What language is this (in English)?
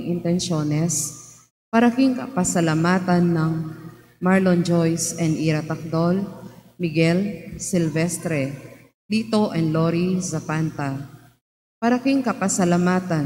Pampanga